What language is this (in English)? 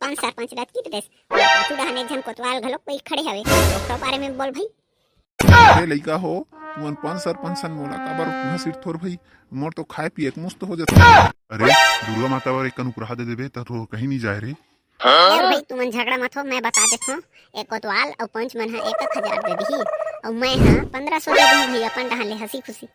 Chhattisgarhi